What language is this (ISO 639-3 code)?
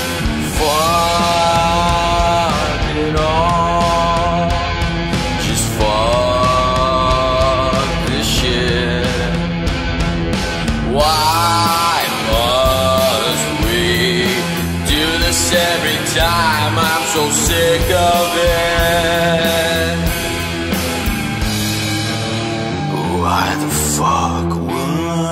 eng